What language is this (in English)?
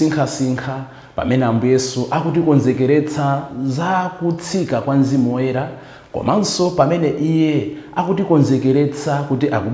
Nyanja